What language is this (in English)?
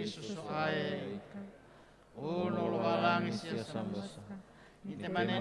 Nias